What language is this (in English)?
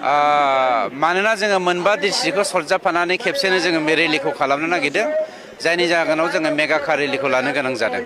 Bodo